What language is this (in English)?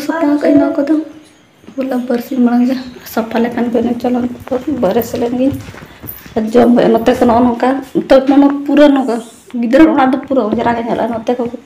Santali